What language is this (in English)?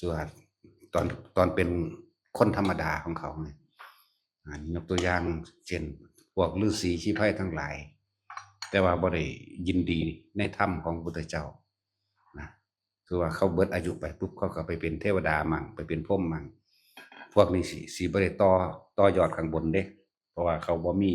Northeastern Thai